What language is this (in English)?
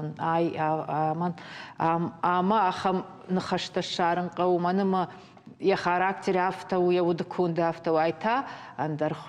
Ossetic